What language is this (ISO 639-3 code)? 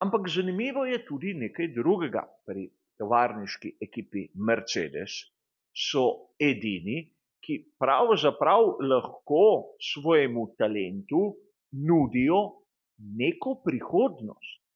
slv